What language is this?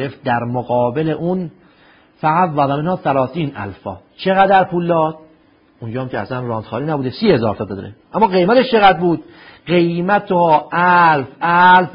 Persian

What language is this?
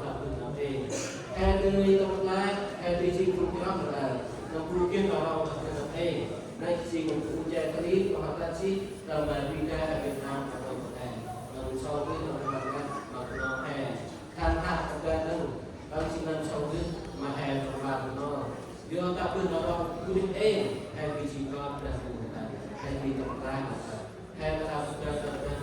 Central Mnong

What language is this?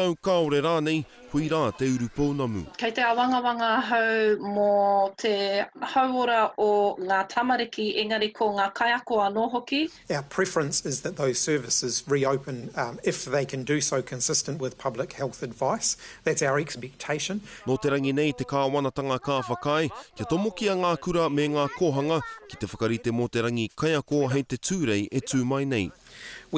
Māori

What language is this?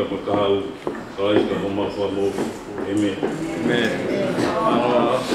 Tongan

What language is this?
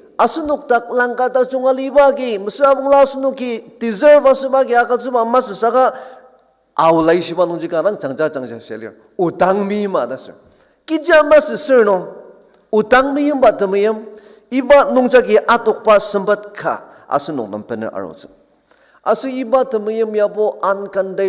Ao Naga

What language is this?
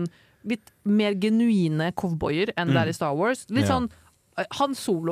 Norwegian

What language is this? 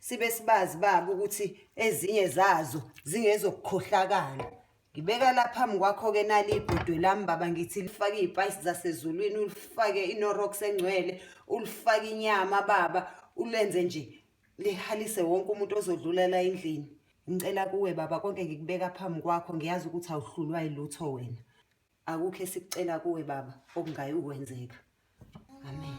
Zulu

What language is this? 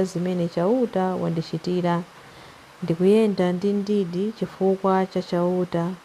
Nyanja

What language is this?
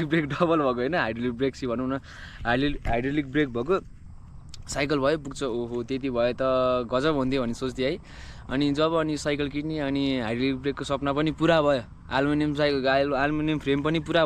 Nepali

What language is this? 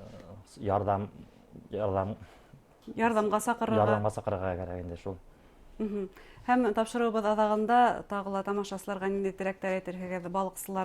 Bashkir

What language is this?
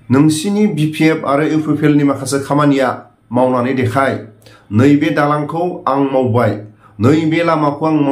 Bodo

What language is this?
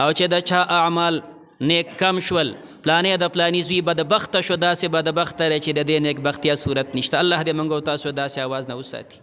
Pashto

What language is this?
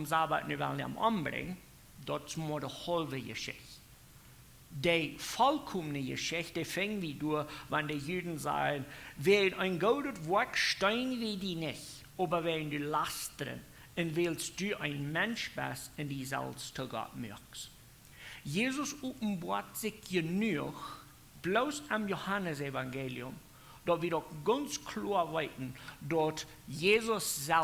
Plautdietsch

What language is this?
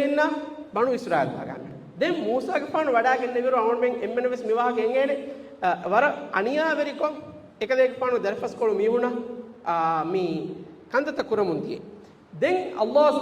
Divehi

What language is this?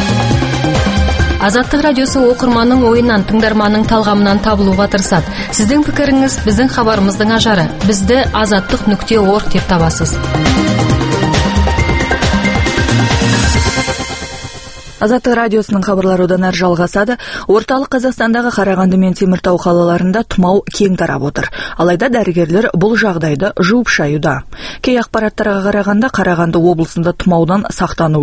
Kazakh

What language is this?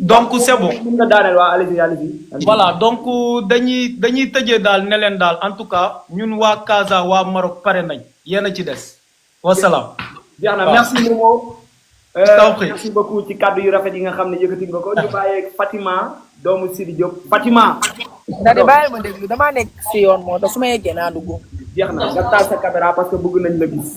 Wolof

